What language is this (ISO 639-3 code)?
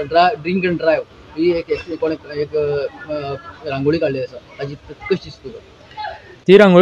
kok